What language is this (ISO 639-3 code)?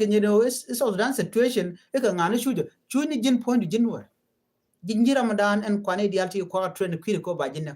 nus